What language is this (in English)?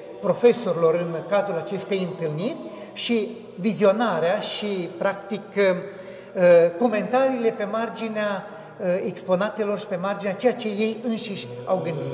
Romanian